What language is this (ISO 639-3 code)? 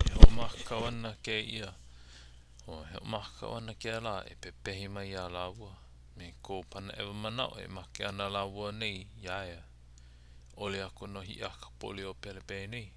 haw